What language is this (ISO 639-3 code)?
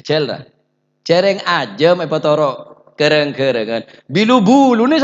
mad